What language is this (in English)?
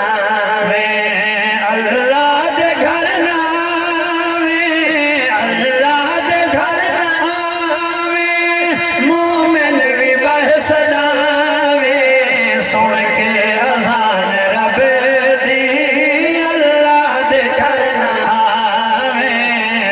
Saraiki